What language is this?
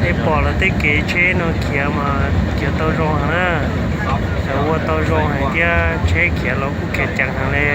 Hmong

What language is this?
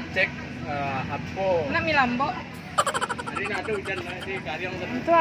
Minangkabau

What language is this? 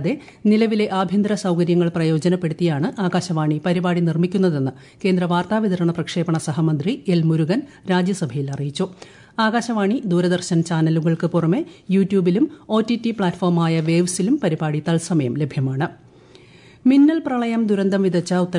Malayalam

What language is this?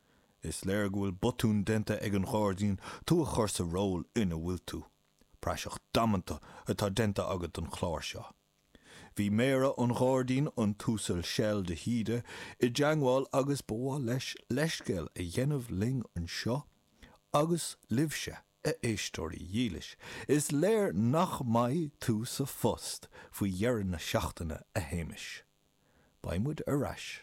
Irish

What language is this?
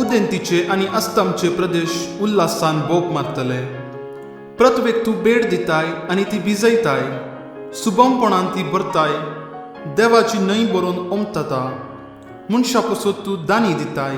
Konkani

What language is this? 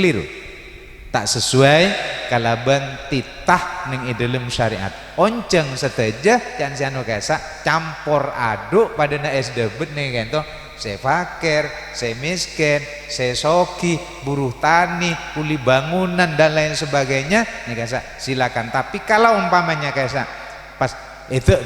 Madurese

